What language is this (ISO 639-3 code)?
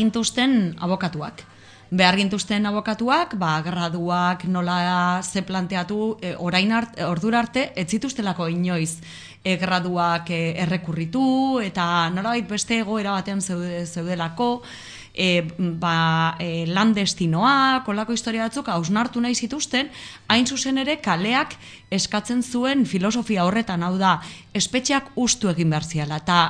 eus